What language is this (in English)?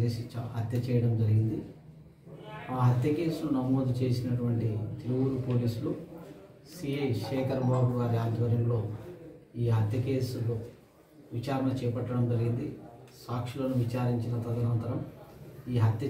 Telugu